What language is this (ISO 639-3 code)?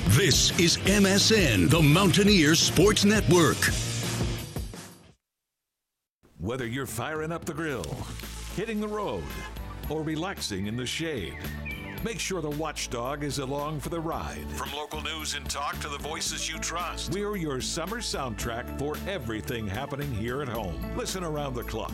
eng